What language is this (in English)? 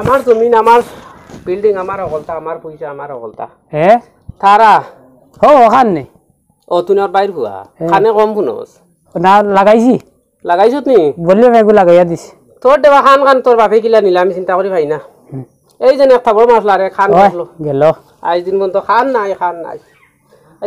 Sylheti